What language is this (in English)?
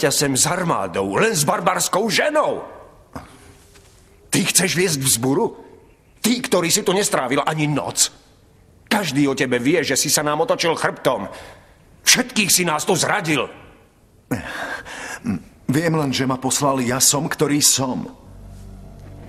Slovak